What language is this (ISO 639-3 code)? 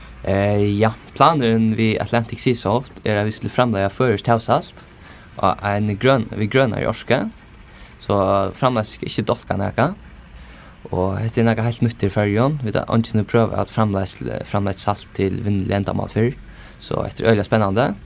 fao